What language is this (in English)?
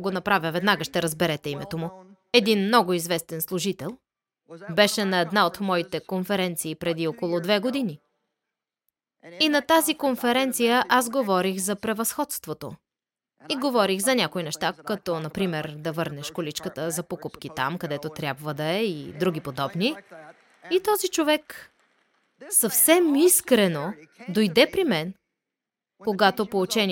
Bulgarian